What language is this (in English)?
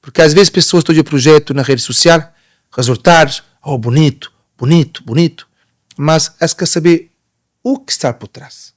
Kabuverdianu